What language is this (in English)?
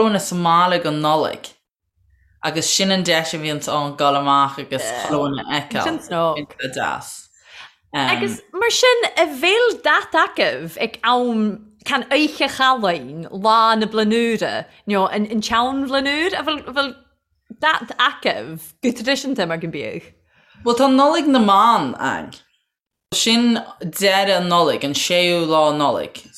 Irish